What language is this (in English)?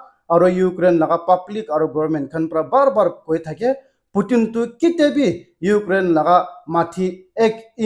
Naga Pidgin